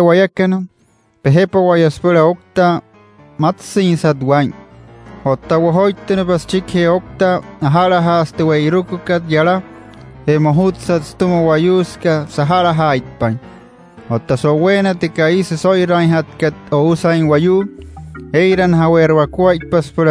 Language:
Wayuu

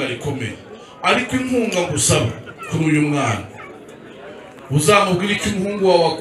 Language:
Kinyarwanda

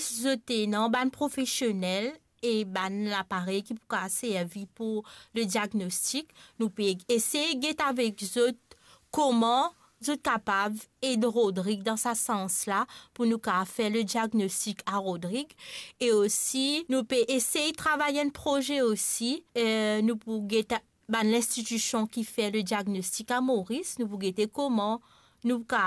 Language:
Morisyen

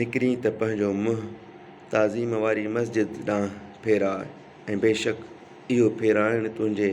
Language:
Sindhi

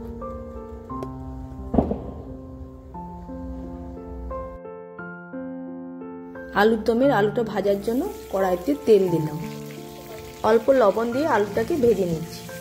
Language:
Bangla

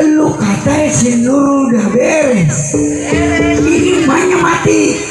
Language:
Betawi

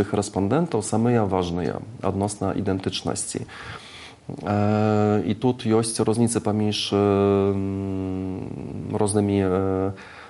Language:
Belarusian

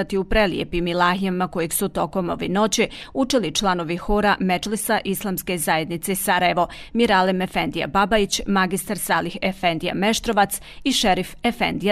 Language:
Bosnian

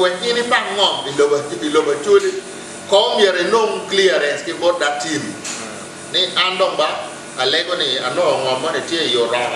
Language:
Acoli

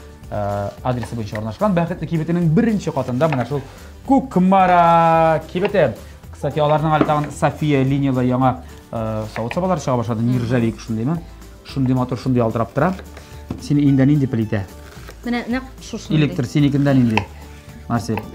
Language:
Tatar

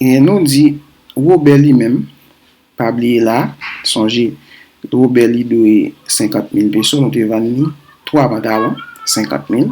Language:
Haitian Creole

